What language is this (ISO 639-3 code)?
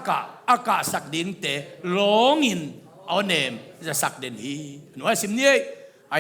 ctd